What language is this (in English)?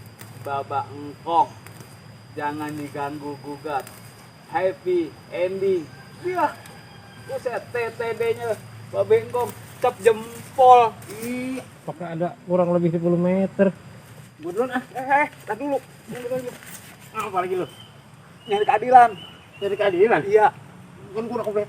Betawi